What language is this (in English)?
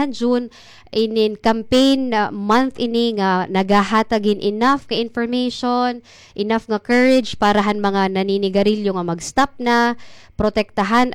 Waray